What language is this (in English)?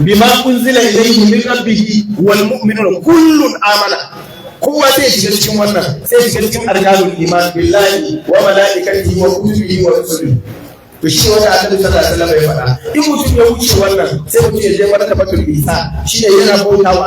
Hausa